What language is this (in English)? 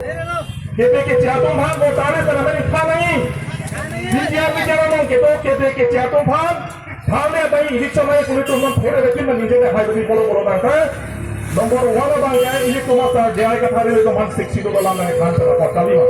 Karbi